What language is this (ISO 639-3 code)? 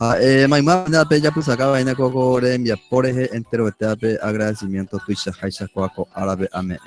grn